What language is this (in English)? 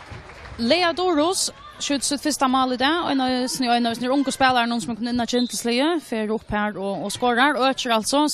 Faroese